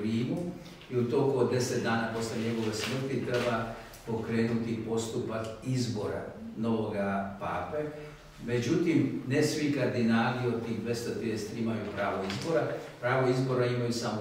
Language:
Serbian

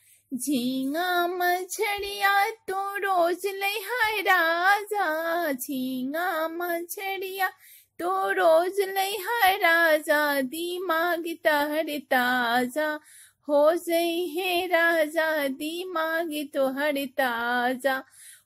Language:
Bhojpuri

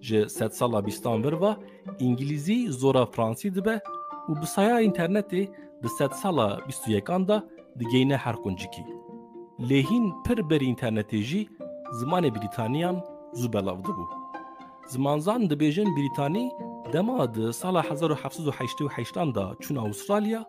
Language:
Kurdish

